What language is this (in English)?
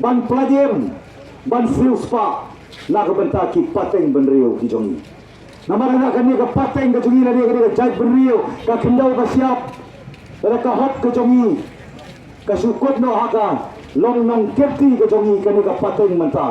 Khasi